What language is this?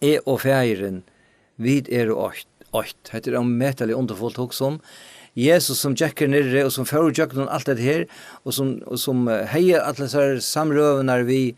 Faroese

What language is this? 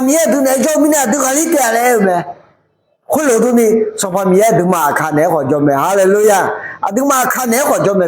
Akha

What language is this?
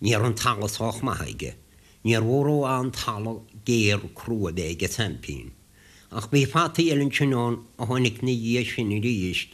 Irish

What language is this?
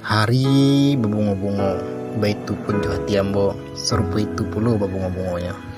Minangkabau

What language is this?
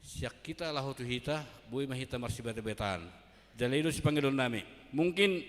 Batak Toba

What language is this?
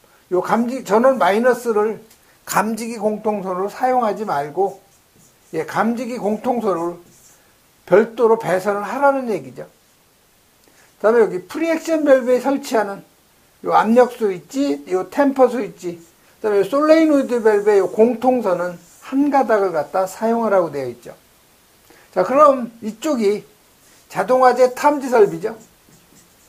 Korean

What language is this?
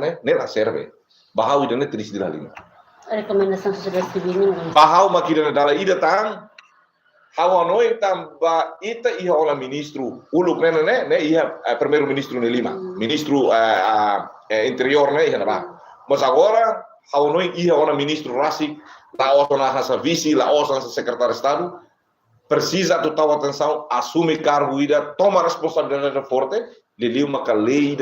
Tetum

